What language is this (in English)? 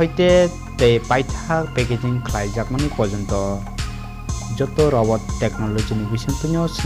Kok Borok